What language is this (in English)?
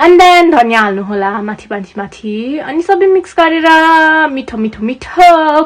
Nepali